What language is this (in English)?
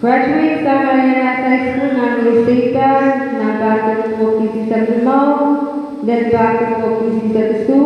Pohnpeian